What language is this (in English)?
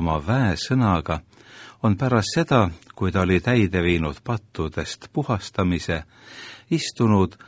Estonian